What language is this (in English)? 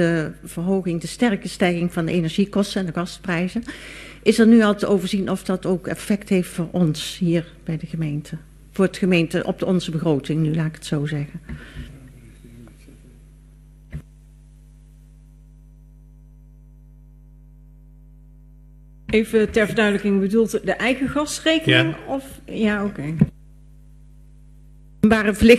Dutch